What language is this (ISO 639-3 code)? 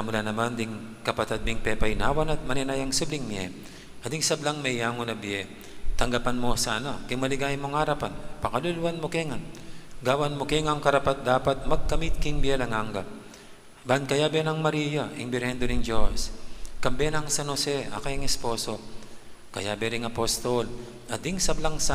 pam